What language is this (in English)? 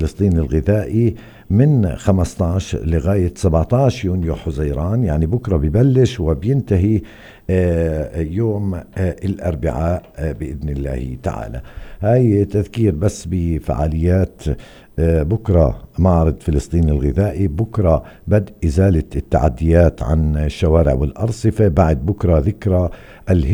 North Levantine Arabic